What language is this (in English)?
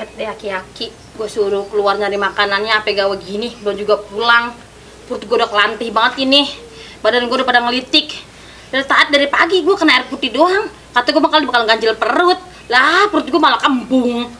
Betawi